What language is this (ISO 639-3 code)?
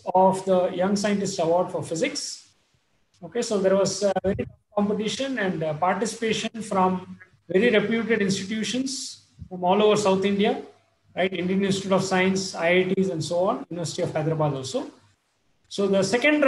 eng